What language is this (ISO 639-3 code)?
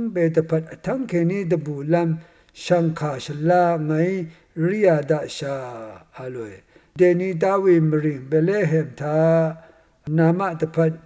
raw